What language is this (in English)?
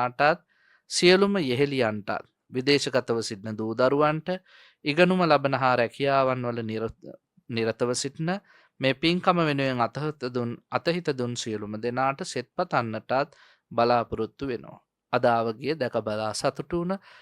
Sinhala